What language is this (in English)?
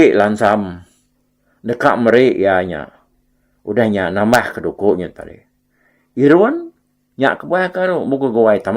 Iban